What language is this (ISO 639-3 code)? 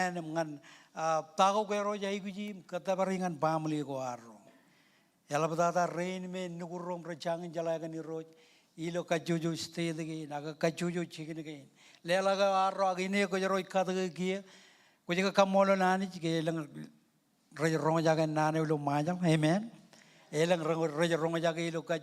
mah